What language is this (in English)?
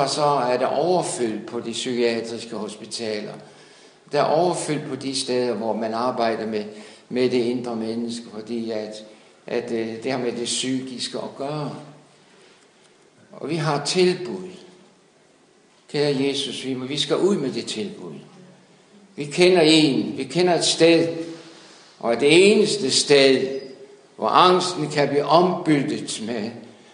Danish